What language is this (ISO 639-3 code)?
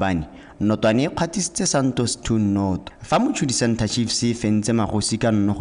tsn